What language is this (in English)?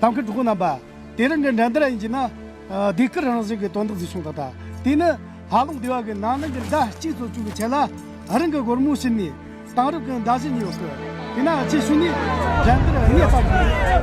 Tibetan